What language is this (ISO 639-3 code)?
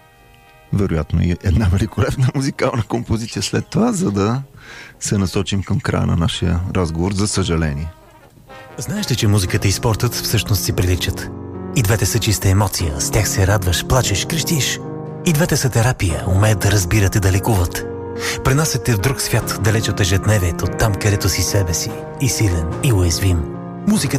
bul